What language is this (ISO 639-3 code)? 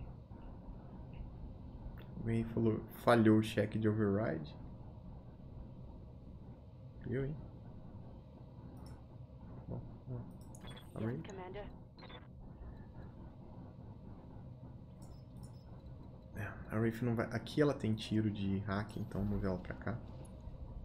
por